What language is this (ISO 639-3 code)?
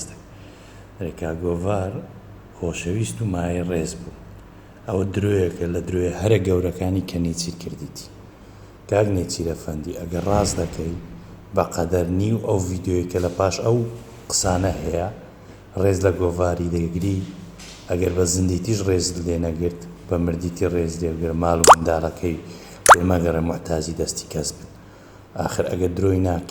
ckb